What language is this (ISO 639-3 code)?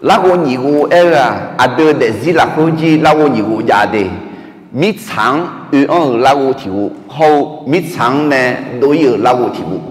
ahk